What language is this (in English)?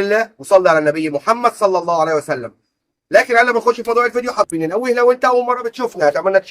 Egyptian Arabic